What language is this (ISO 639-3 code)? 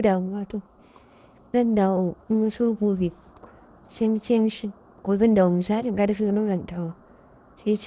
hau